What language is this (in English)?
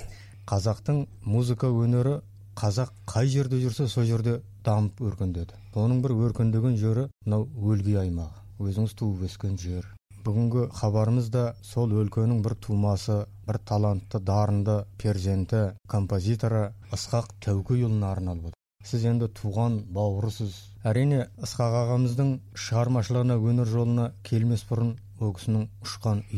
Kazakh